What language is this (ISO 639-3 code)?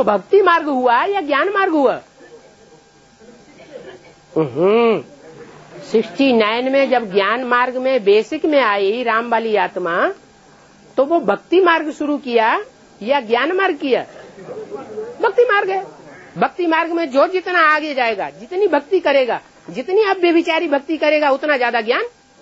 hin